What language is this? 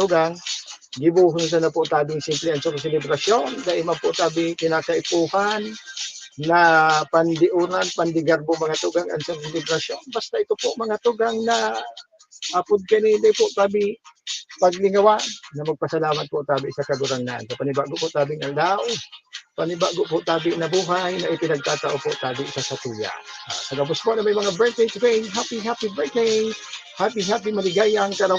Bikol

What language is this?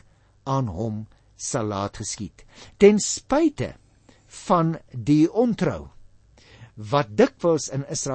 Afrikaans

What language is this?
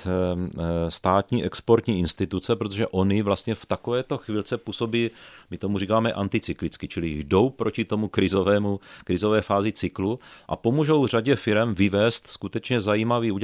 Czech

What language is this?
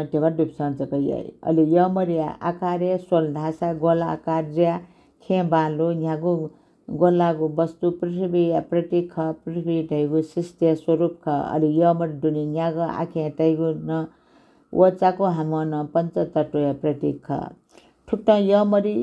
Newari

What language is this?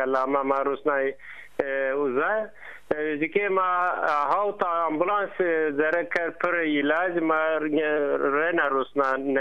Zaza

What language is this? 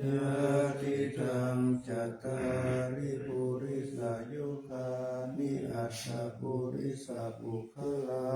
Pali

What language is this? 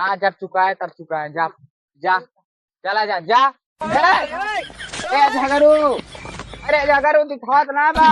Awadhi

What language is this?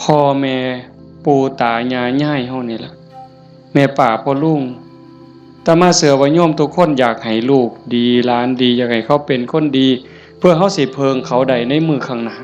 Northeastern Thai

